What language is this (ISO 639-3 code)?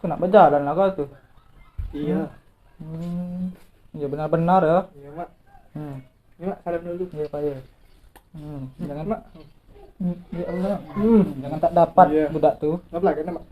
mui